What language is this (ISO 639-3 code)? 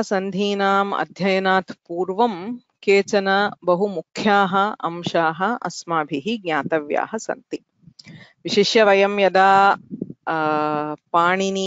san